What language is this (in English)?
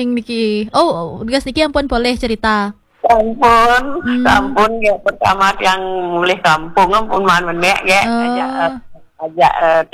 Balinese